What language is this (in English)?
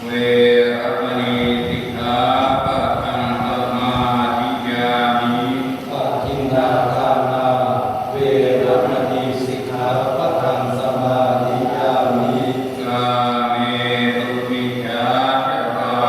Pali